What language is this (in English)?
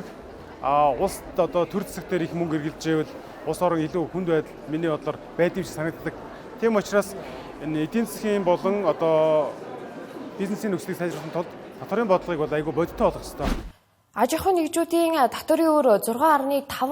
Mongolian